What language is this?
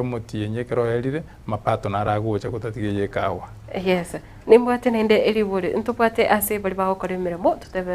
Gusii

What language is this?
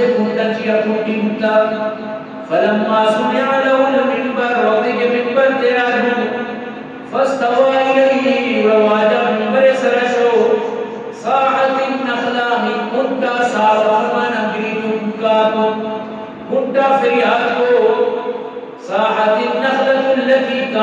Eastern Balochi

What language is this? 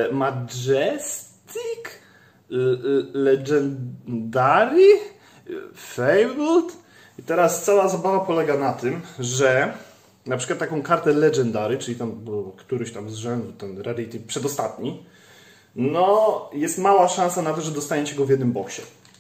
Polish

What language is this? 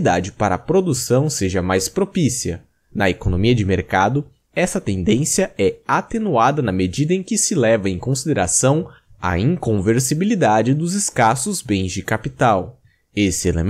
Portuguese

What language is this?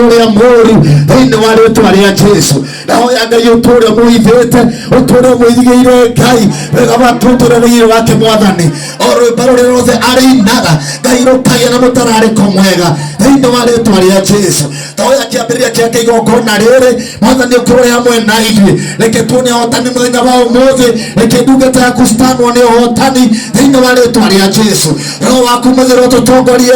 Kikuyu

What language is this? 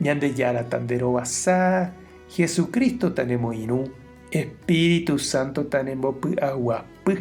Guarani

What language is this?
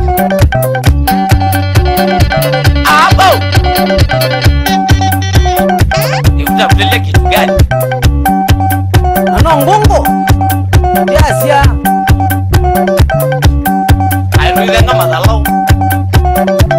Kamba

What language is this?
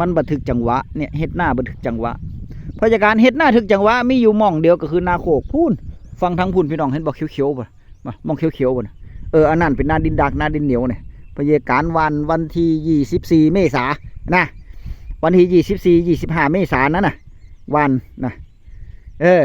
Northeastern Thai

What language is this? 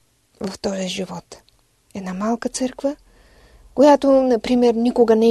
Bulgarian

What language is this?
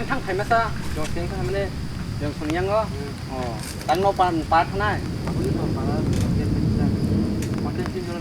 Kok Borok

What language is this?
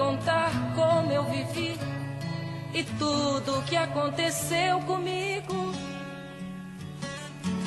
Portuguese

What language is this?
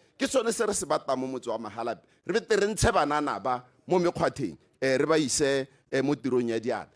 Tswana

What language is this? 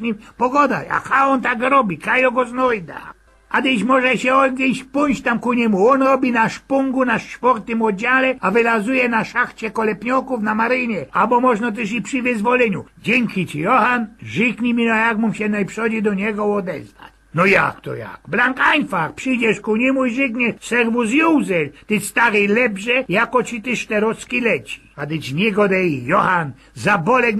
Silesian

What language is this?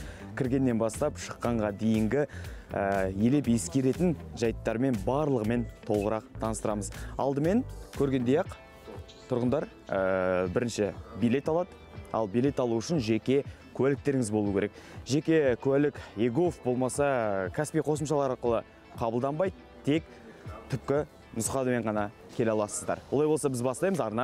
Kazakh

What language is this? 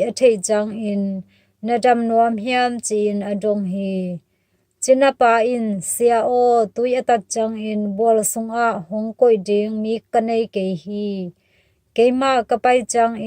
Tedim Chin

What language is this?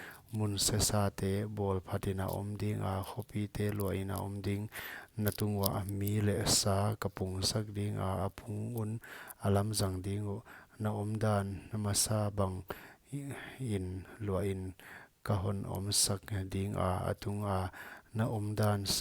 Paite Chin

